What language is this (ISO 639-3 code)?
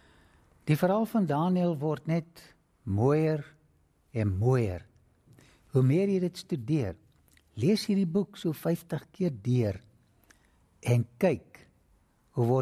afr